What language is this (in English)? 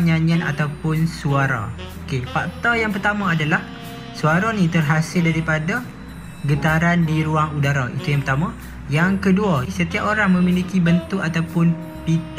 Malay